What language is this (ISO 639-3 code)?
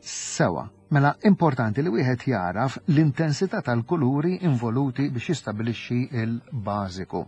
mlt